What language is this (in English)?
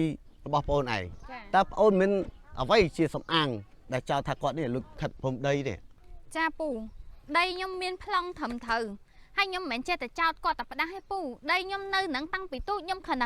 Khmer